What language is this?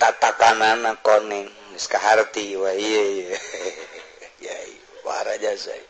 Sundanese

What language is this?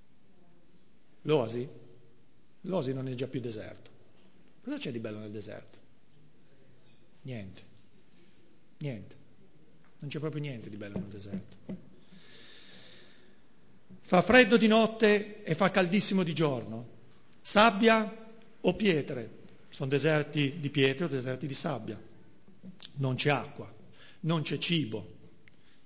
Italian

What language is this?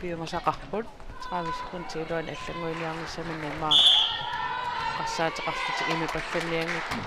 Kalaallisut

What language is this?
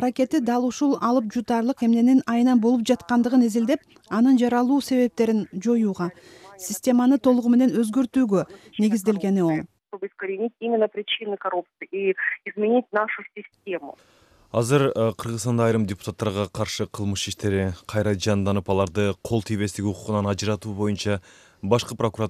Kyrgyz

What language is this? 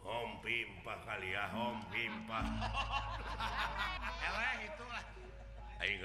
Sundanese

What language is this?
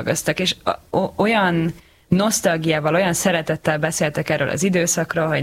Hungarian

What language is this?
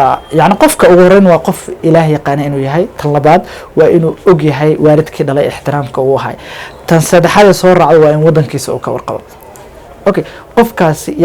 Somali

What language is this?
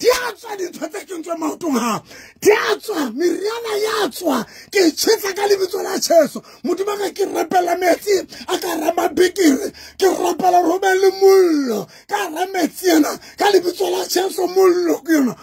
Southern Sotho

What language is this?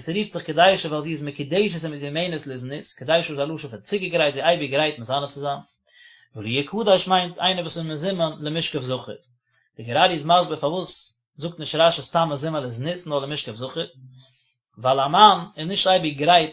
Yiddish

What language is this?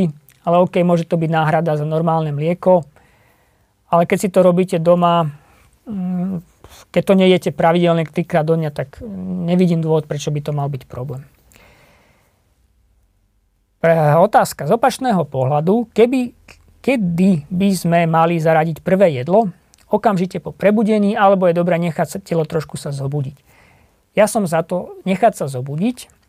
Slovak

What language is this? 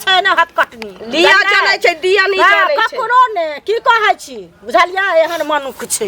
Maithili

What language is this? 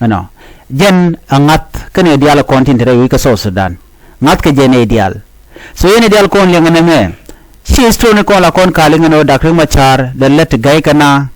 Nuer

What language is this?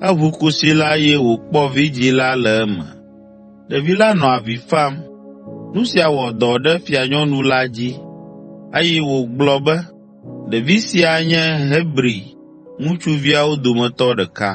Ewe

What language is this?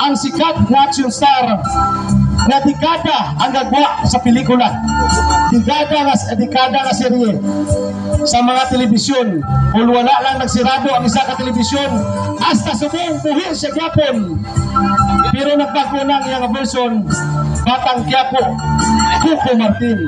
Hiligaynon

